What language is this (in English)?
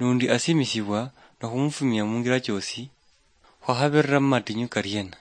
Luyia